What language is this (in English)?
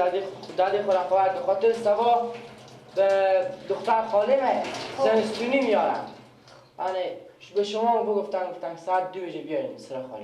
Persian